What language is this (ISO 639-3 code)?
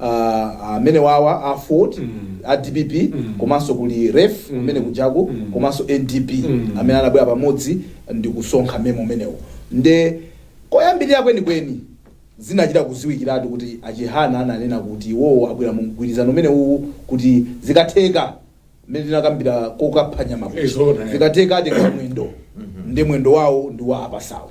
nya